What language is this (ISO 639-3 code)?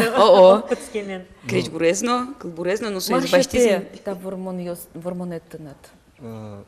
udm